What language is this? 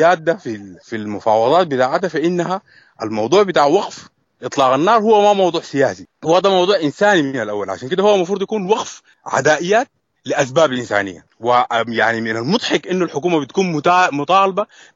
Sudanese Arabic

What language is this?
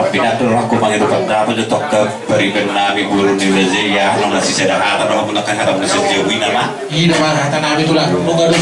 Batak Toba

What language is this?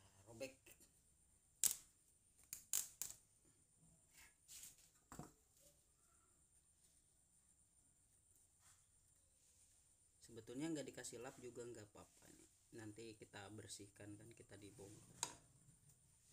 Indonesian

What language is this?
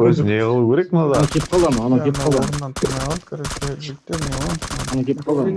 Kara-Kalpak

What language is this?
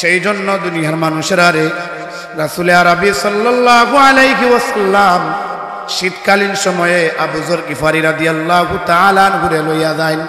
Sylheti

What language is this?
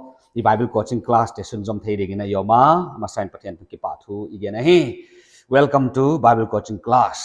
Paite Chin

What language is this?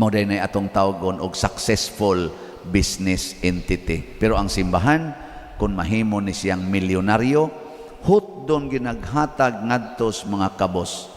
Cebuano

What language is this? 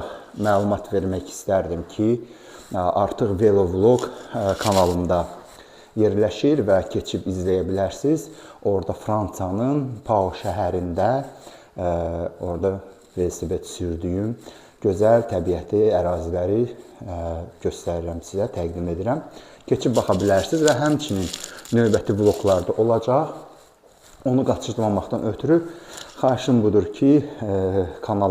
Azerbaijani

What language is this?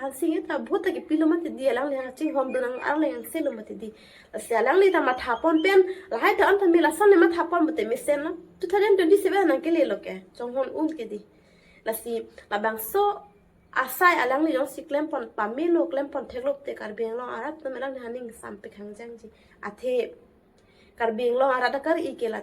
Karbi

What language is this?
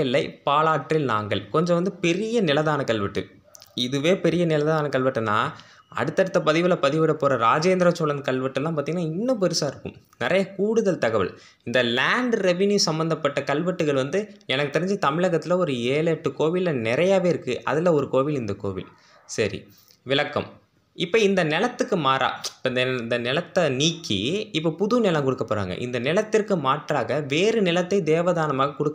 Tamil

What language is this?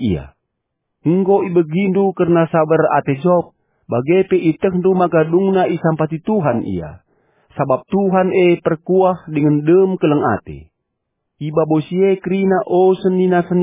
Batak Karo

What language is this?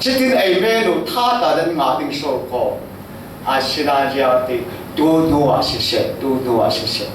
Falam Chin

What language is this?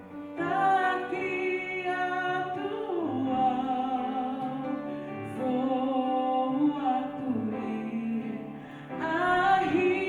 Tongan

